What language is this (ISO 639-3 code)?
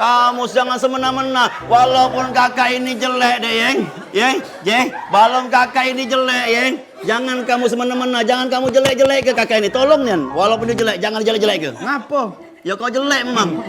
mui